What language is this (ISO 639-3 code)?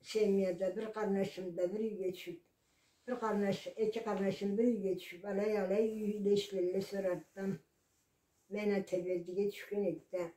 krc